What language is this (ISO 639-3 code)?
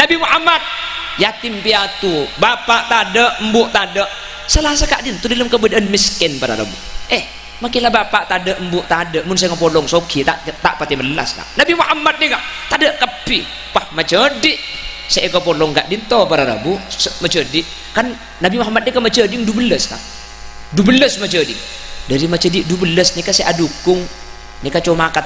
mad